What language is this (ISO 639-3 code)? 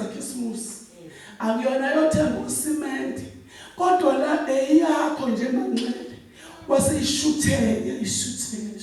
zul